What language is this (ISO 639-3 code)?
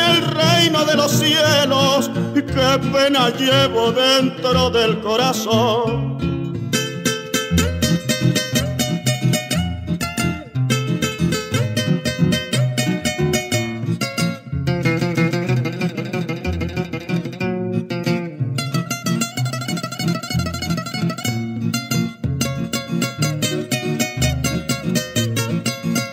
spa